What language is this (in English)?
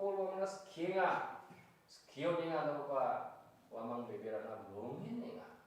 Garo